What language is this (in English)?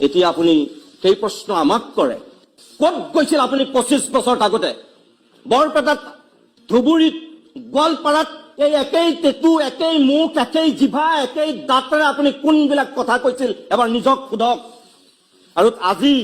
Assamese